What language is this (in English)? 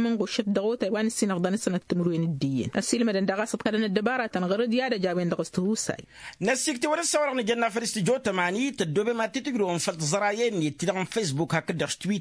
Tamasheq